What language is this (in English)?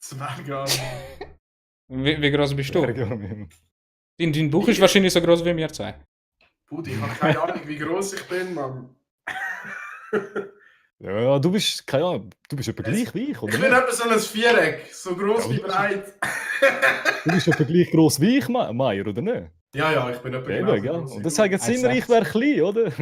Swiss German